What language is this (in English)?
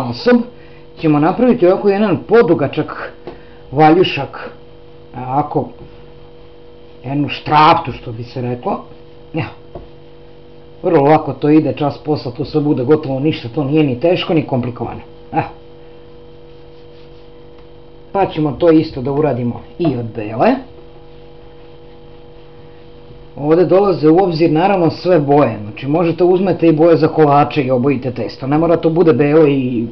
Serbian